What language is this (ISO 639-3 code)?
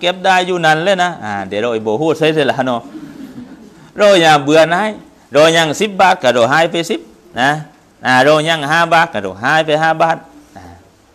tha